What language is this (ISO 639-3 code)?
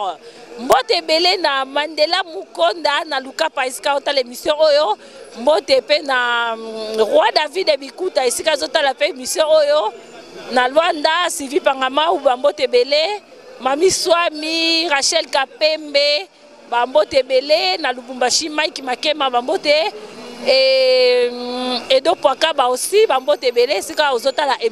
lin